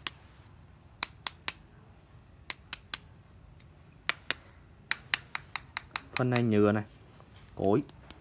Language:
Vietnamese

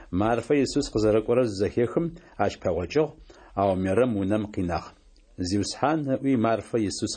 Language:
Adyghe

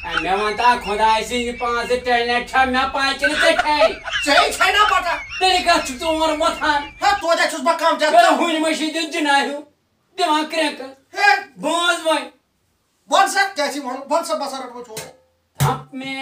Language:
Kashmiri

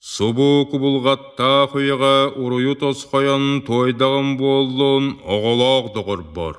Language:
Yakut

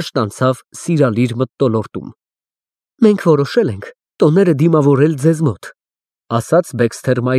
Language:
Armenian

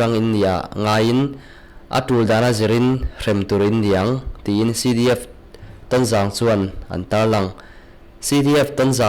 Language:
Mizo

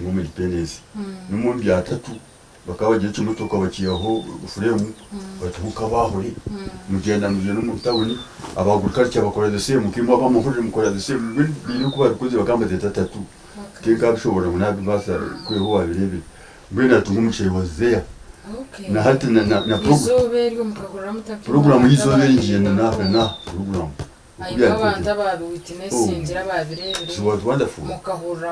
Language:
Nyankole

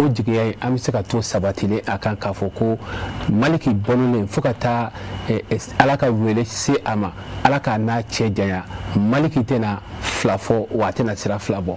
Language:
Bambara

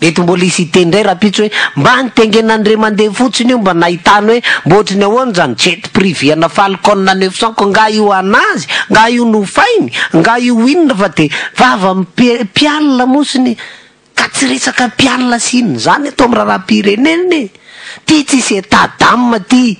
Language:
Malagasy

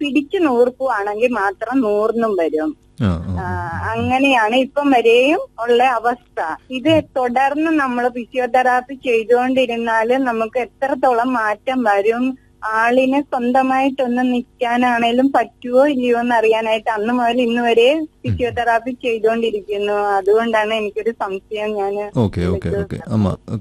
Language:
Malayalam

